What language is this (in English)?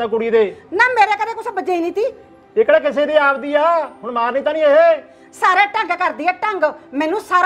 Punjabi